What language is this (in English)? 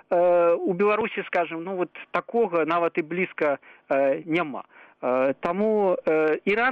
Belarusian